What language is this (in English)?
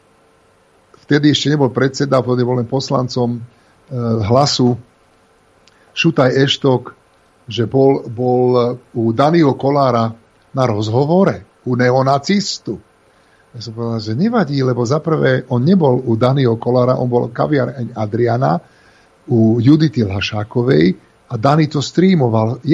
Slovak